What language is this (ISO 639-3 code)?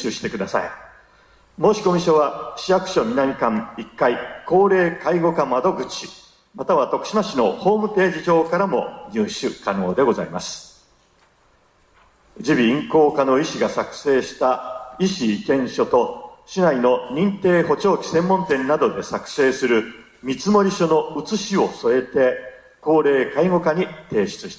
jpn